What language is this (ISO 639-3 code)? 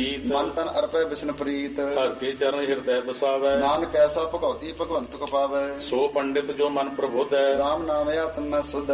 pan